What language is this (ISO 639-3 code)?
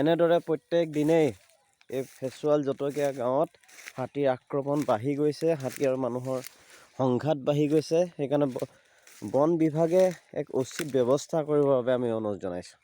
asm